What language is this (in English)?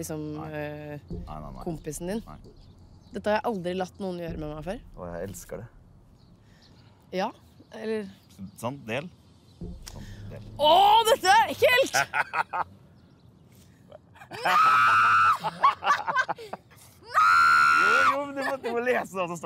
Norwegian